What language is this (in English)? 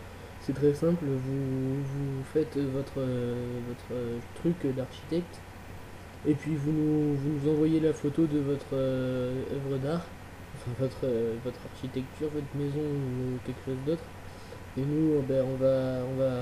French